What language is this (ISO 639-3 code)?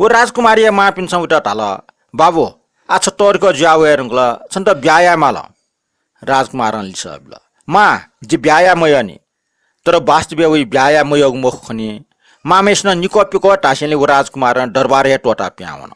new